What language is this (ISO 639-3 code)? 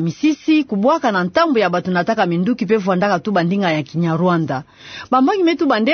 ktu